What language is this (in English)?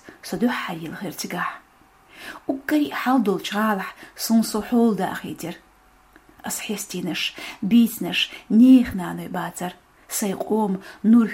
Chechen